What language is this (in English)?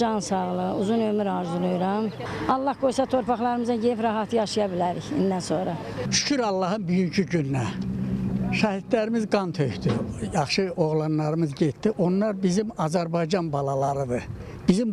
Azerbaijani